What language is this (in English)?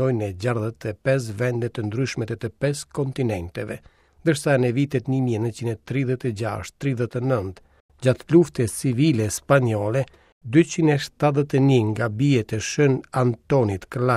Albanian